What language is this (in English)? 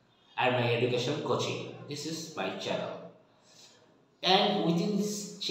English